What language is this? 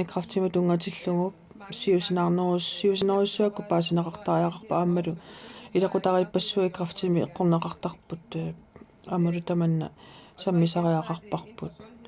Kalaallisut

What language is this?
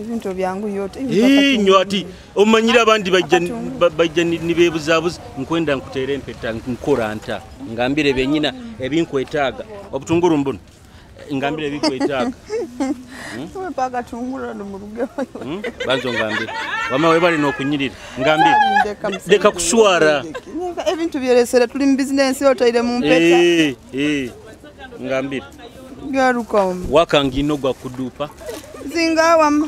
Nyoro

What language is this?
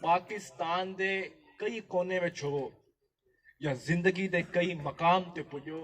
Saraiki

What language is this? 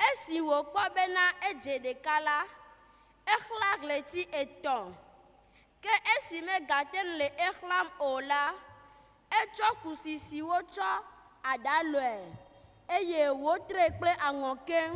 Ewe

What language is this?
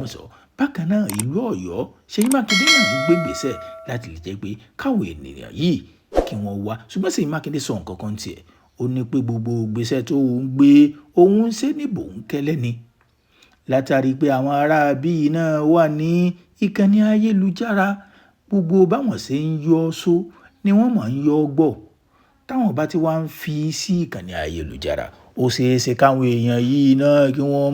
Yoruba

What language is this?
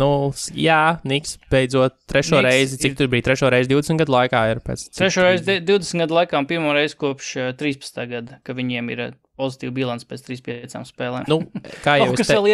Latvian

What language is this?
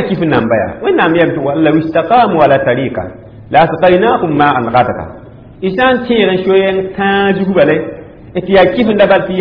Mossi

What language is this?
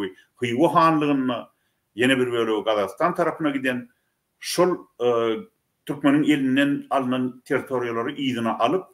Turkmen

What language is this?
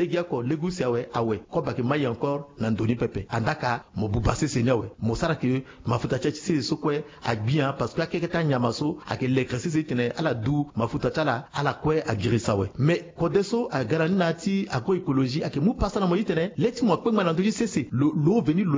Sango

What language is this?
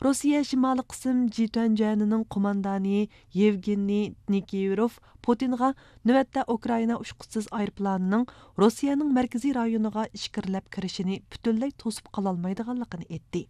Uyghur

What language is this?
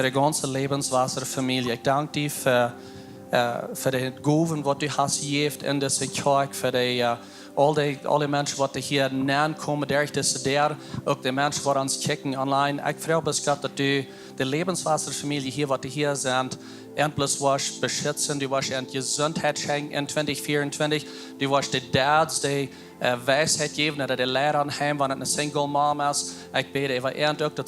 Plautdietsch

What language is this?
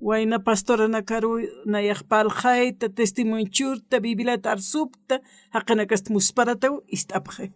Aymara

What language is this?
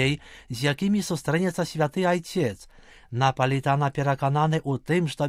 Belarusian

